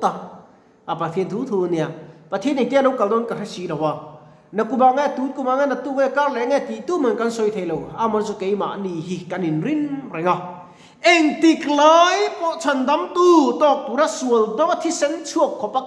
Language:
Mizo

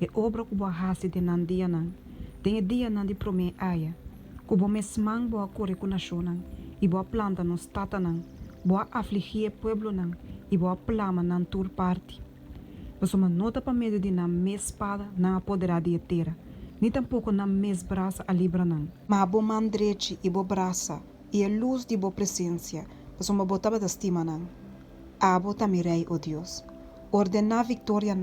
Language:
Papiamento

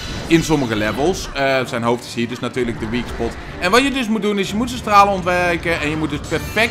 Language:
Dutch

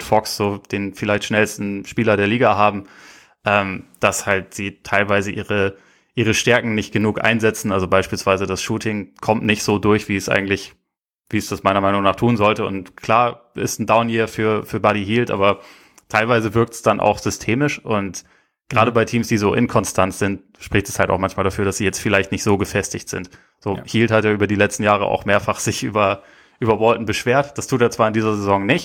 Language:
German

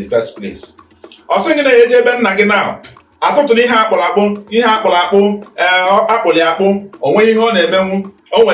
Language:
Igbo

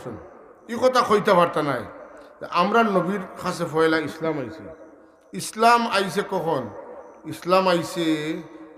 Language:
Sylheti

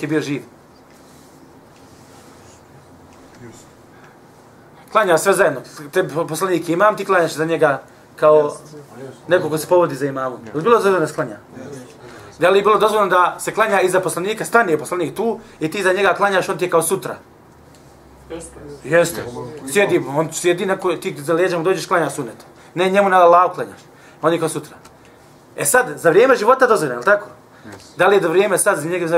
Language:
Bosnian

